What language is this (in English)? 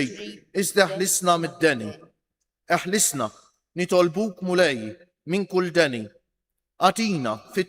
Maltese